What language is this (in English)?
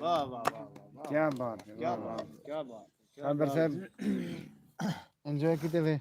Saraiki